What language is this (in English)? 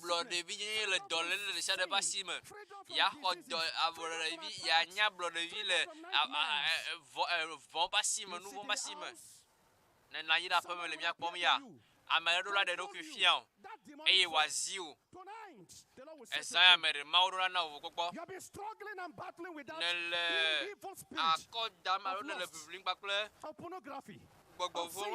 Ewe